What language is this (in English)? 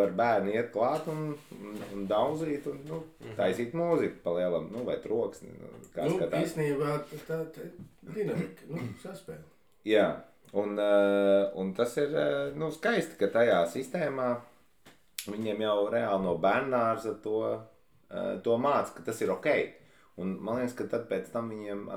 Latvian